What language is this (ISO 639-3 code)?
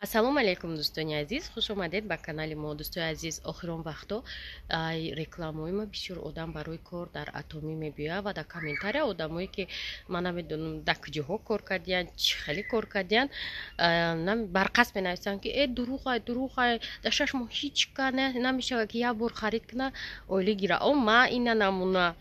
tgk